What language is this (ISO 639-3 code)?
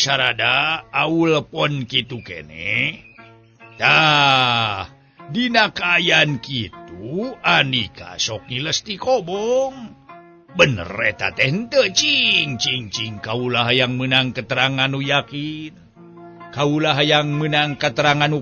sun